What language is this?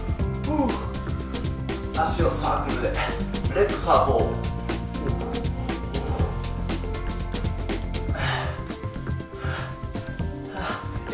Japanese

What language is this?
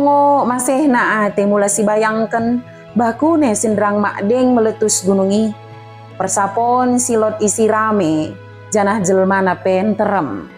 Batak Dairi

